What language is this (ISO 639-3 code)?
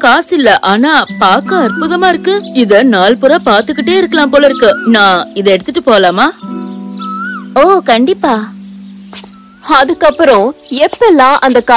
tam